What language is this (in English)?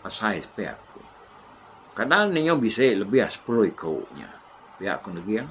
Iban